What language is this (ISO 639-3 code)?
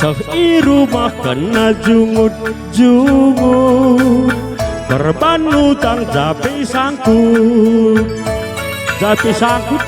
btx